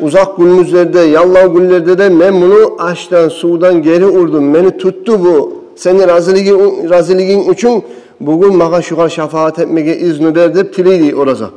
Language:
Kumyk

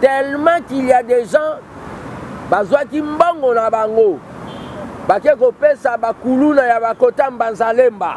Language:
Lingala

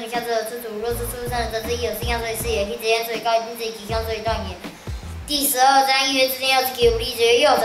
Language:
Literary Chinese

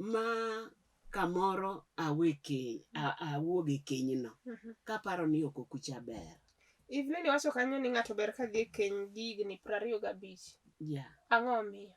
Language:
Luo (Kenya and Tanzania)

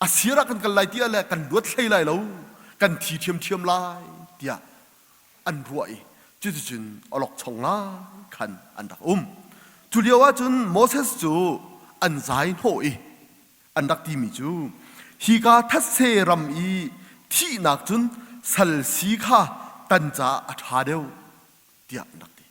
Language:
Hakha Chin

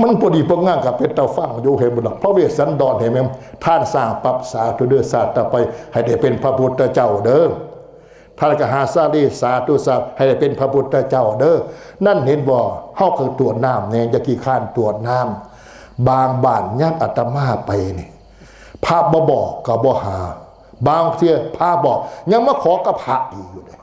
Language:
Northeastern Thai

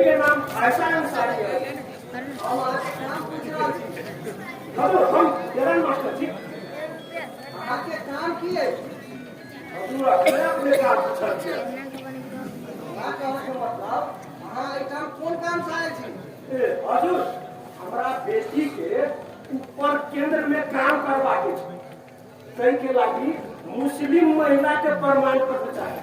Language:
Maithili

